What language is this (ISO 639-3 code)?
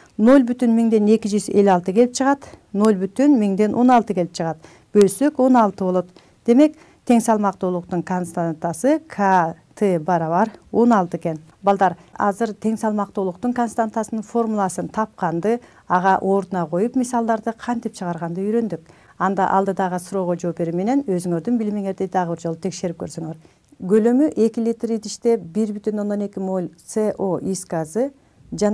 kir